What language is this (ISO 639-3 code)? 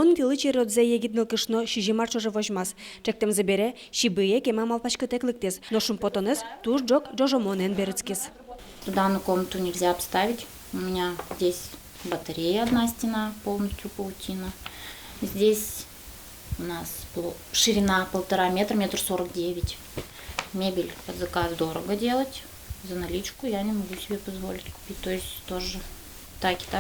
udm